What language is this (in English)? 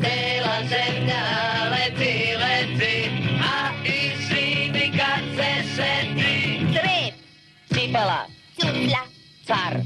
Serbian